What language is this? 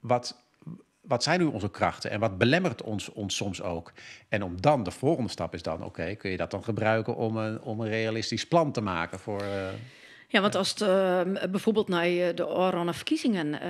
Western Frisian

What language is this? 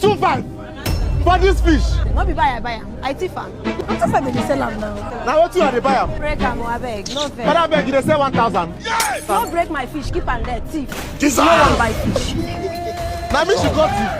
Nigerian Pidgin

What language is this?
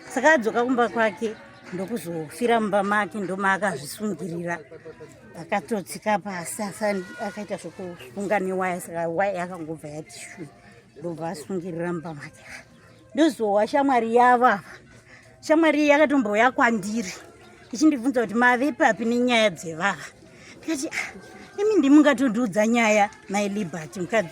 Shona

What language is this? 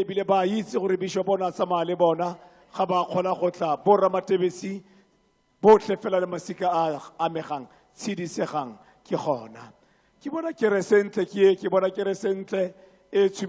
Tswana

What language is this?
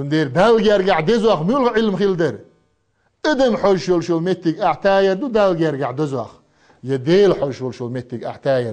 Chechen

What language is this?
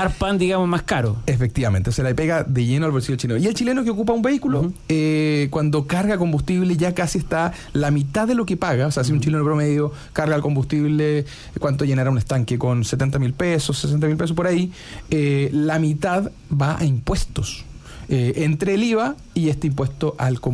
Spanish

